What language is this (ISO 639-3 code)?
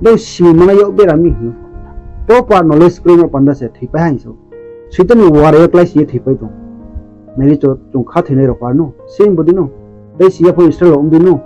ria